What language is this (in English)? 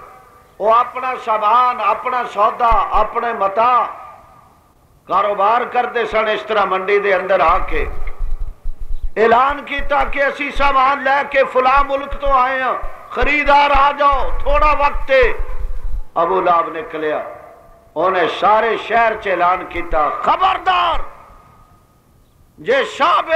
Western Panjabi